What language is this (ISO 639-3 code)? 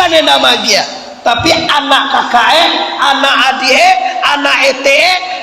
min